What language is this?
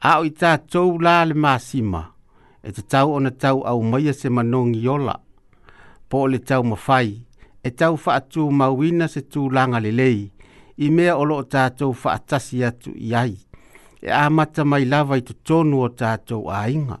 Samoan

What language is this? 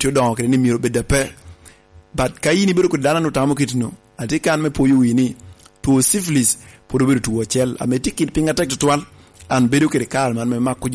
Lango (Uganda)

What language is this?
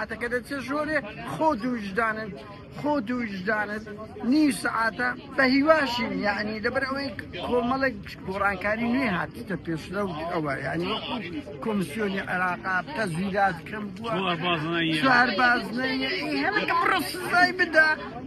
Central Kurdish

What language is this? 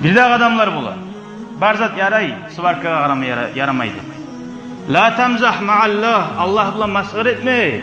Kumyk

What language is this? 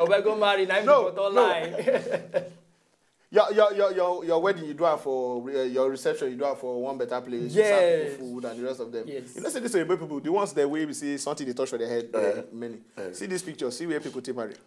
Nigerian Pidgin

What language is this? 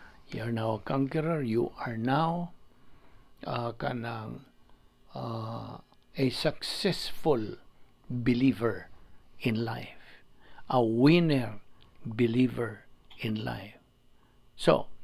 Cebuano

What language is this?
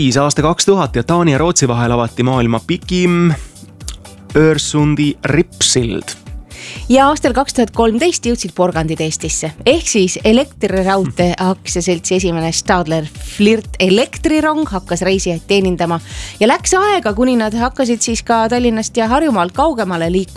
Estonian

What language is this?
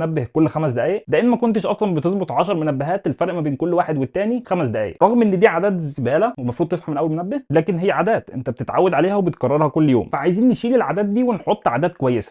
Egyptian Arabic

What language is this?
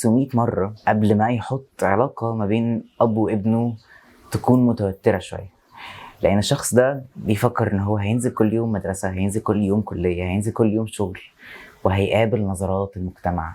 Egyptian Arabic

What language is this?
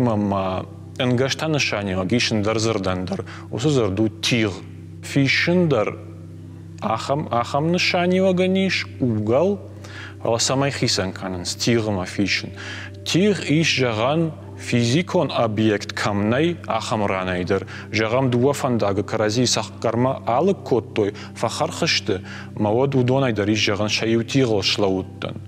Ossetic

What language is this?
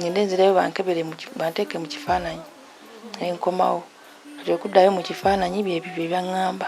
Ganda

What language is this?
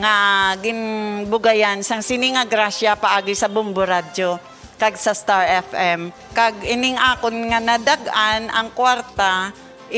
Hiligaynon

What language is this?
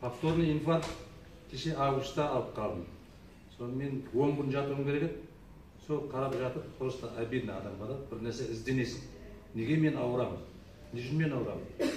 Kazakh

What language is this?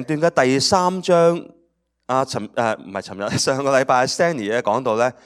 Cantonese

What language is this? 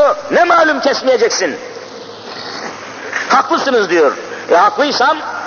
Turkish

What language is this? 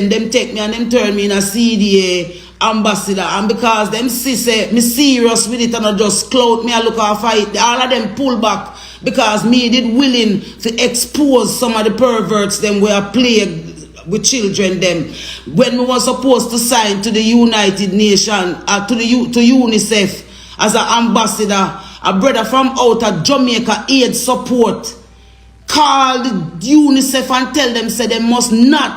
Jamaican Creole English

